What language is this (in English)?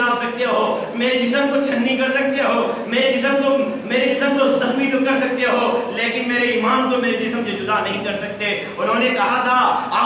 Urdu